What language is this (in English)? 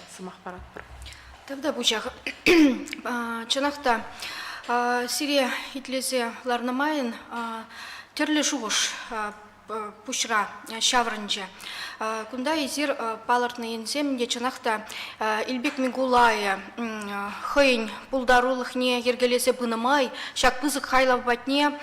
Chuvash